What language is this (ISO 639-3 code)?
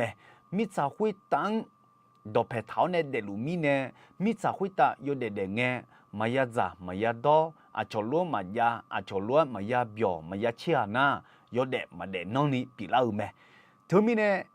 ahk